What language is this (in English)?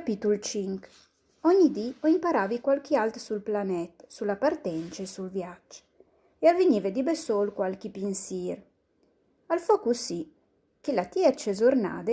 Friulian